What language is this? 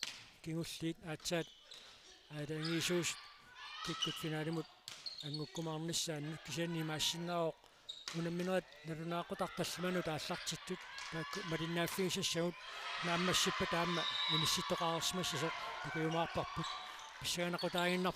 Kalaallisut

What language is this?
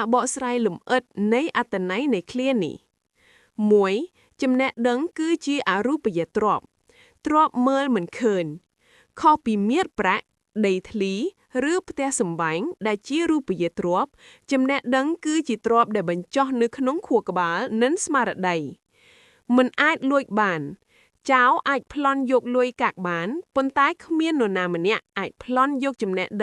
Khmer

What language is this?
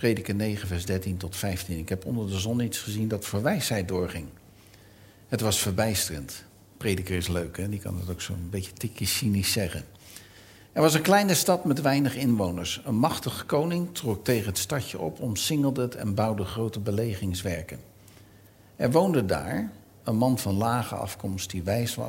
Dutch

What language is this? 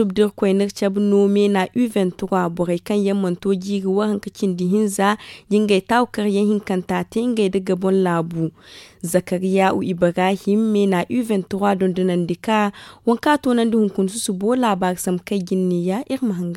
Zarma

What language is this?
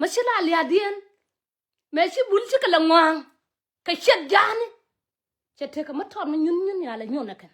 Nuer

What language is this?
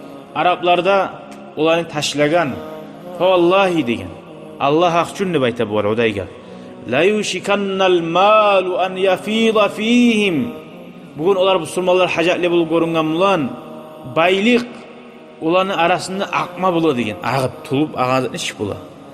Kumyk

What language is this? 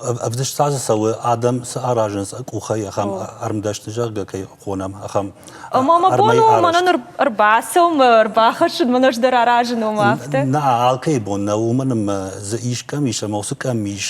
Ossetic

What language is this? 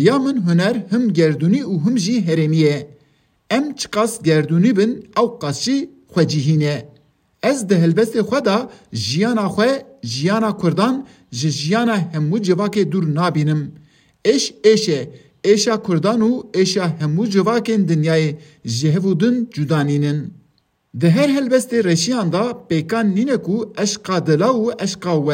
Kurdish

